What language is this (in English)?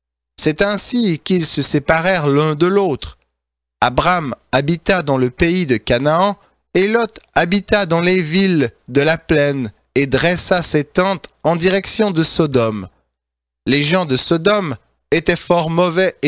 French